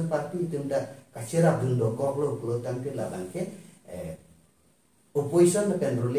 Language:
Karbi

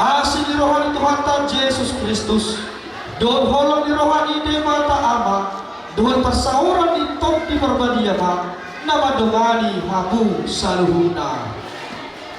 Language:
Batak Toba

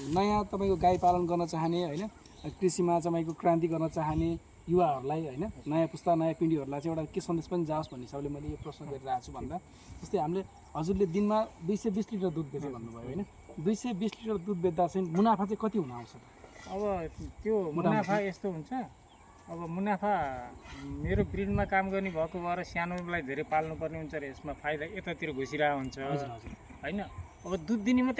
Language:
Nepali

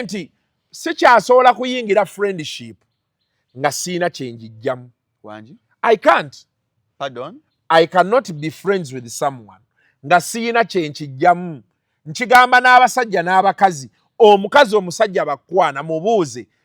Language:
Ganda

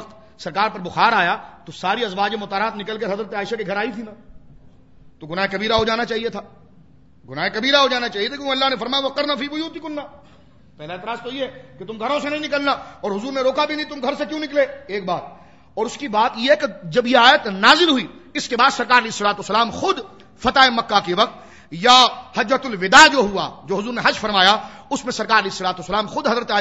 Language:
Urdu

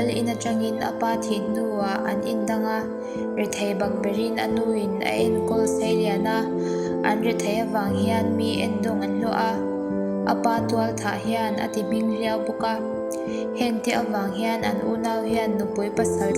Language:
Mizo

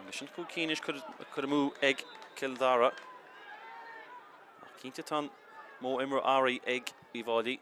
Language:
Irish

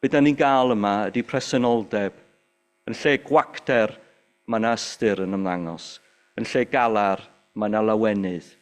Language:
Welsh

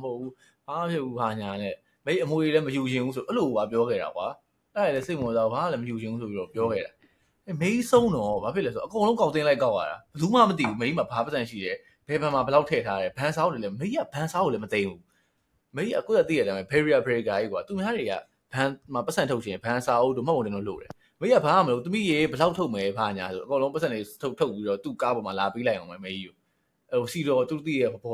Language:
Burmese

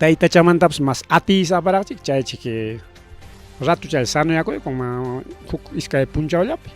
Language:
Ayacucho Quechua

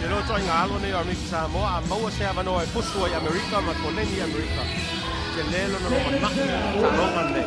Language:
Samoan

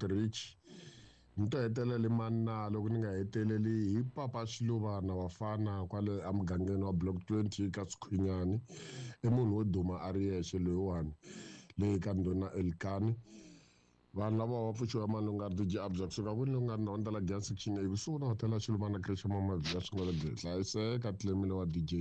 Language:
Tsonga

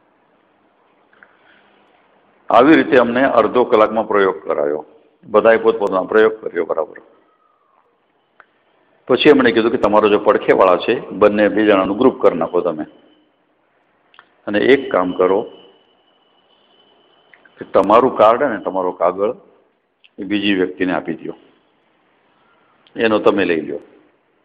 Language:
Gujarati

